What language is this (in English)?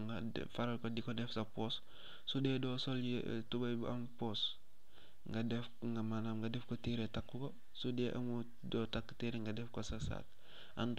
Wolof